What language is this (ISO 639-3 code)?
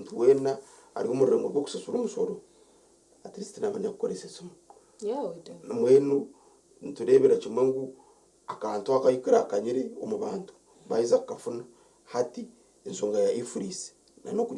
nyn